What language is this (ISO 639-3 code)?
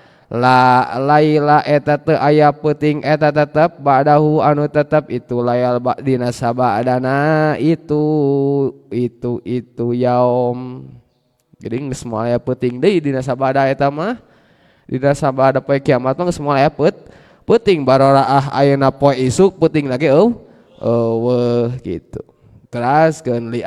sun